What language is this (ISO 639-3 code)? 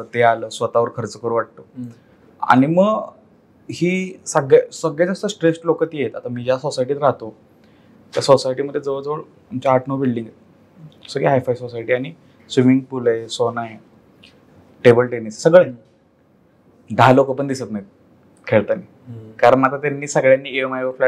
mar